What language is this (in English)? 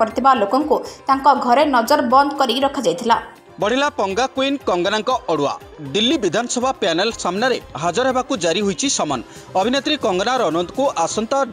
Odia